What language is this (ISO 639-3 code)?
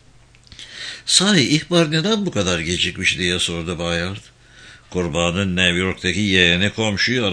tur